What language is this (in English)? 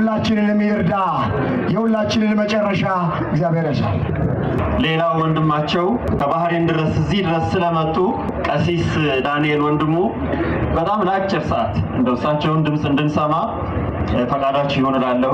Amharic